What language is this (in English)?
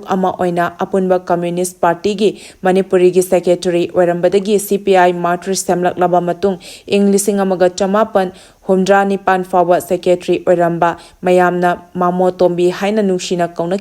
Manipuri